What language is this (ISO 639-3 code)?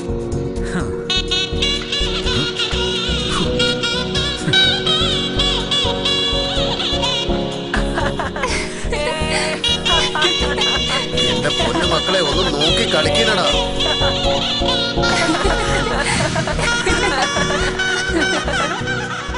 mal